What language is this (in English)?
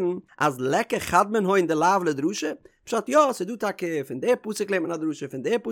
Yiddish